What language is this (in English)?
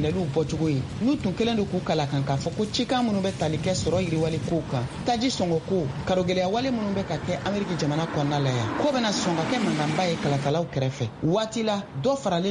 Bambara